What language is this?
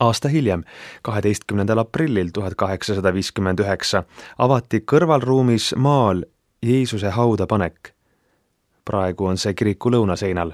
Estonian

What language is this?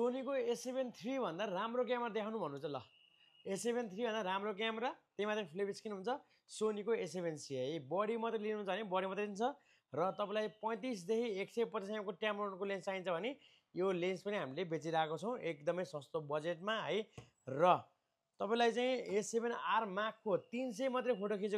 Nepali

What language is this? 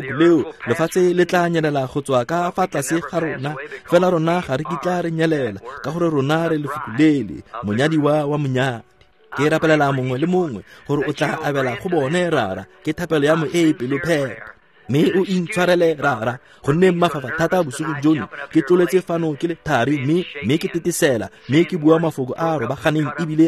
Tswana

